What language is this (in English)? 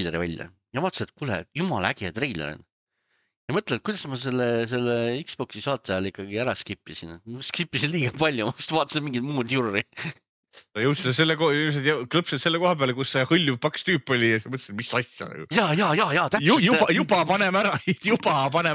Estonian